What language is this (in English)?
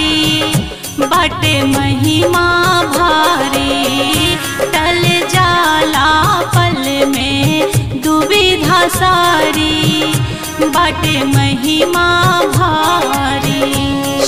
Bhojpuri